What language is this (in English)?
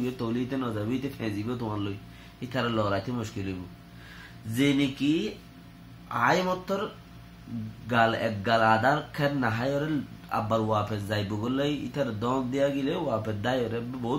Rohingya